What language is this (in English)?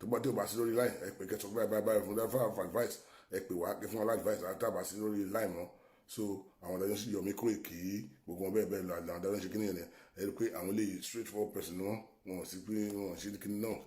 Yoruba